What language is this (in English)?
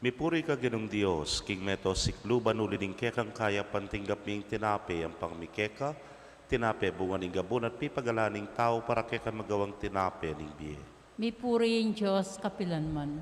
Pampanga